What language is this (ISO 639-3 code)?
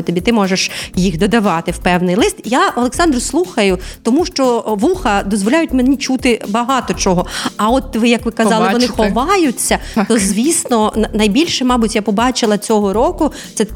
ukr